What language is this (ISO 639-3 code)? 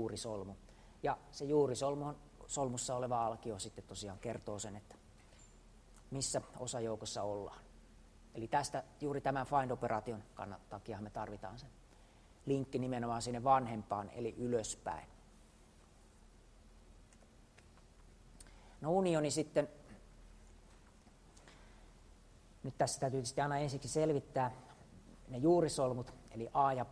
fin